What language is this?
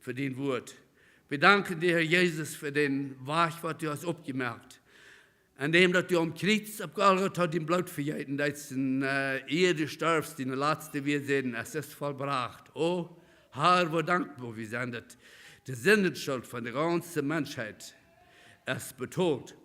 Plautdietsch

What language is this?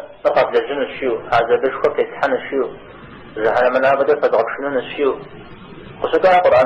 Kabardian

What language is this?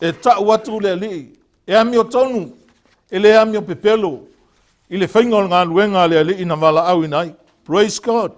Samoan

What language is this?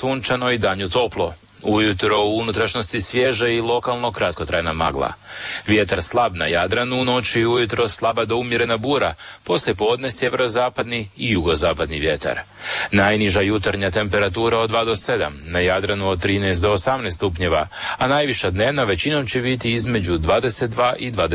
Croatian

